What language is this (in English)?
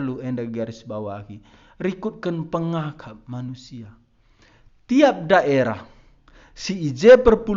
Batak Karo